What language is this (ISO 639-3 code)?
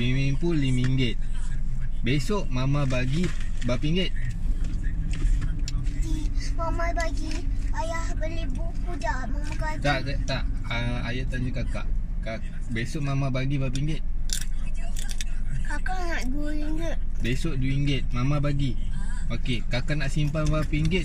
msa